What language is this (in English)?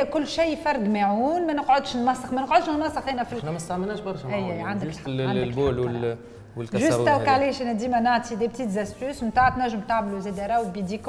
Tunisian Arabic